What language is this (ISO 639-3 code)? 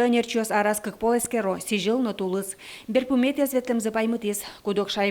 udm